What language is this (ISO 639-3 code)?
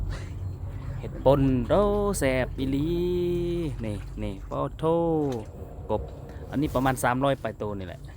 lao